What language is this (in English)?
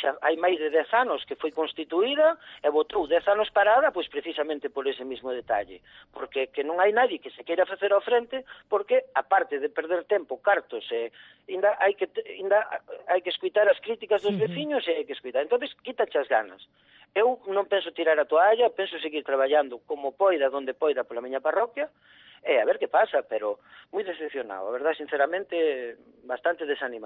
Galician